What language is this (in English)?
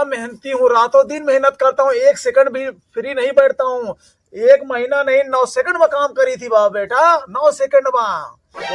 Awadhi